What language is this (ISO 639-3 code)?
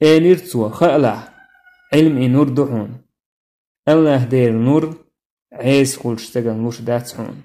che